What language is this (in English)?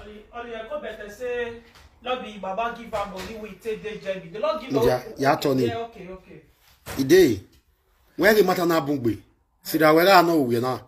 Nigerian Pidgin